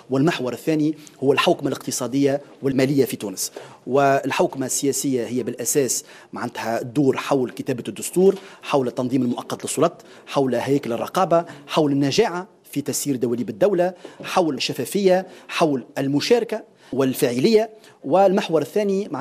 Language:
Tunisian Arabic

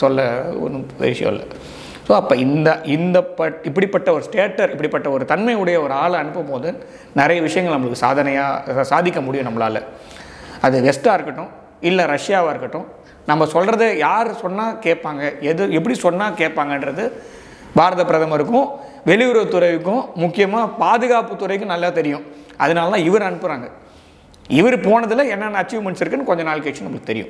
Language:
Tamil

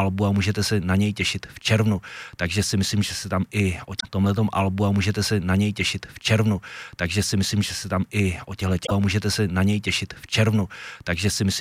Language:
Czech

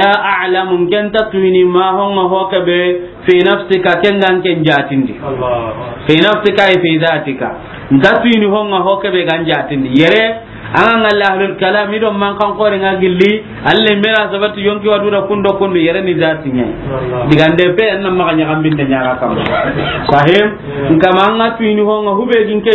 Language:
Soninke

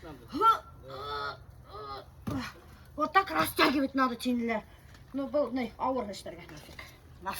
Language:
Bashkir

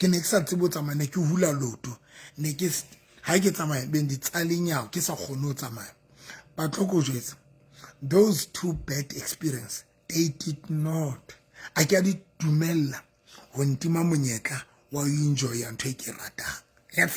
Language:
Southern Sotho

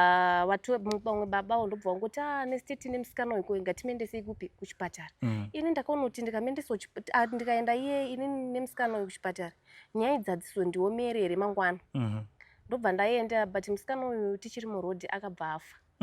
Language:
Shona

